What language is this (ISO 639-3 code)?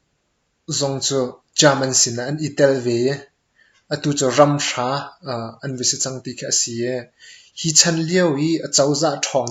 cnh